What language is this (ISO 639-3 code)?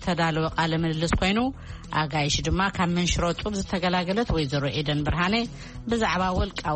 tir